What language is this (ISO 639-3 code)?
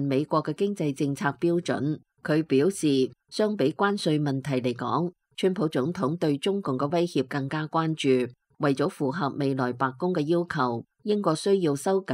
yue